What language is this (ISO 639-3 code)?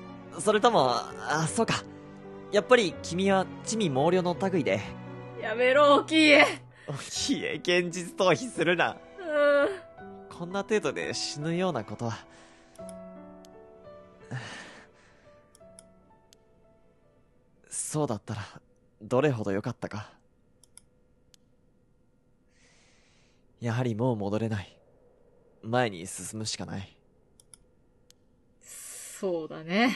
jpn